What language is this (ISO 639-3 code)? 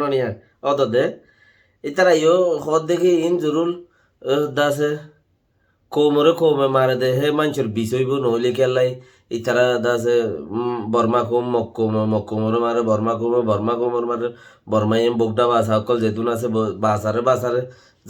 rhg